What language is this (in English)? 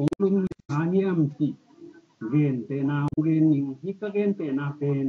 Tedim Chin